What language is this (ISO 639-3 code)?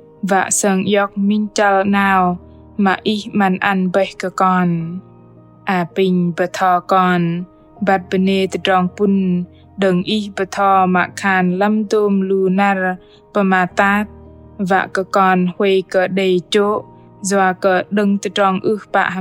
bdq